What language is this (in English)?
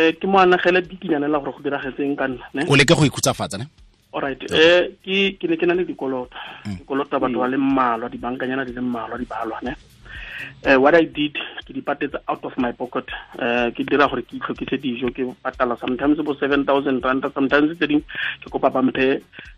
Tswana